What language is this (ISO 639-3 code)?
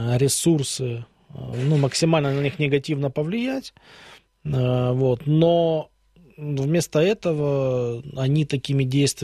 rus